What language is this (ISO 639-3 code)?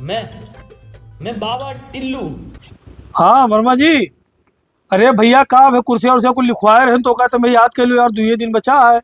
awa